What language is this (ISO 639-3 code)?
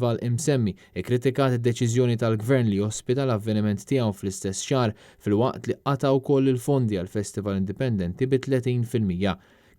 mlt